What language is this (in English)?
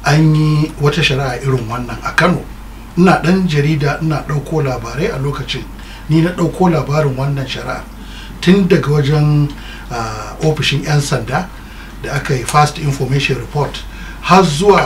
Hausa